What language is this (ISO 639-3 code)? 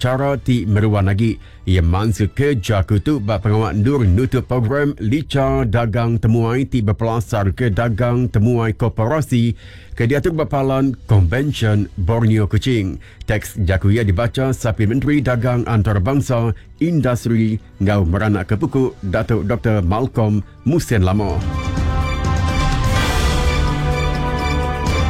iba